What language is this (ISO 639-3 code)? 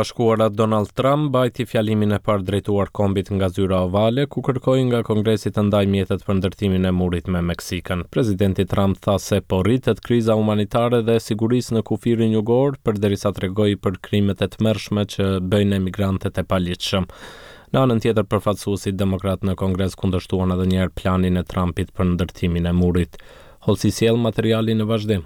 sqi